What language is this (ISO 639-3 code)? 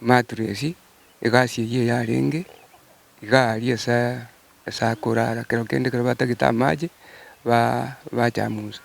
guz